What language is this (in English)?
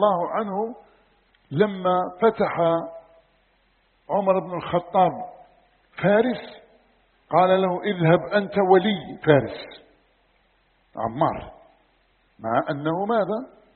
Arabic